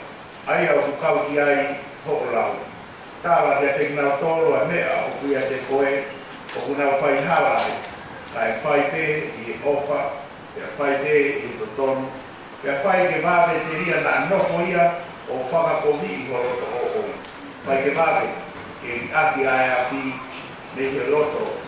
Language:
Tongan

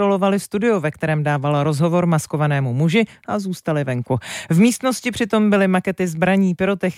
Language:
Czech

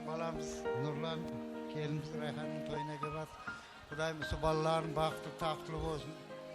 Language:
Kara-Kalpak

